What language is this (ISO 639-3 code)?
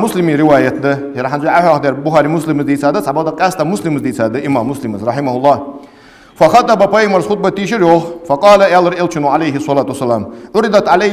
inh